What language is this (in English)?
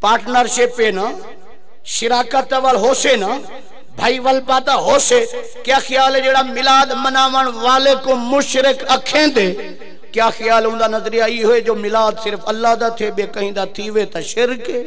Saraiki